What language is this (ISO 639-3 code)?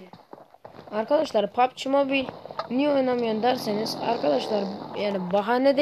tur